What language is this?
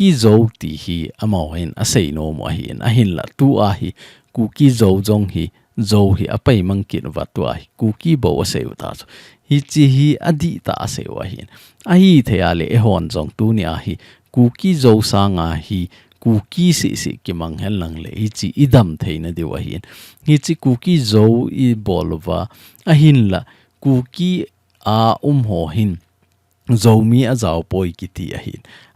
Thado Chin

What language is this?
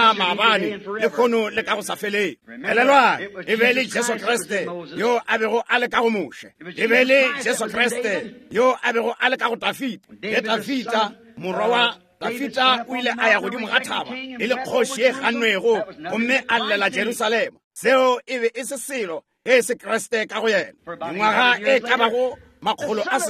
Northern Sotho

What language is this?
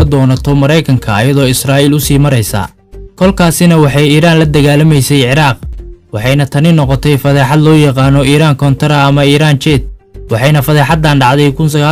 Somali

